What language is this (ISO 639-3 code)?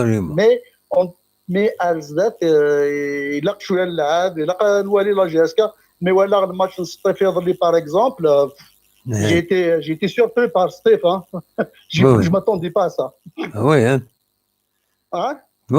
kab